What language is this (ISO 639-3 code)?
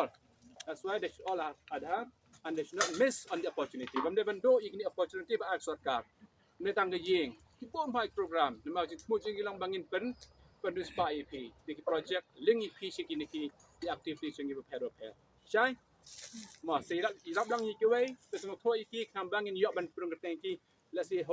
kha